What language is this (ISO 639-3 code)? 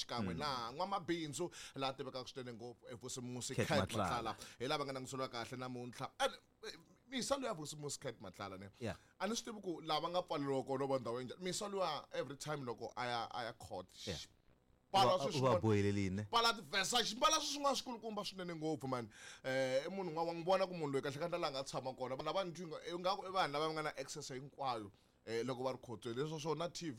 tso